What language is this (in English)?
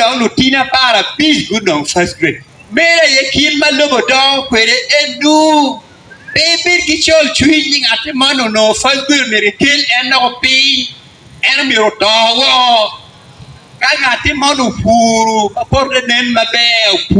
Acoli